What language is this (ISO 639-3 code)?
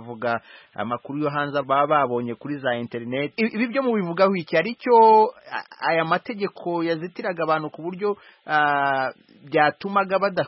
kin